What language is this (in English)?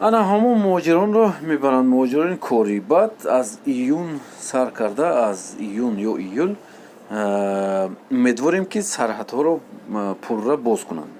Tajik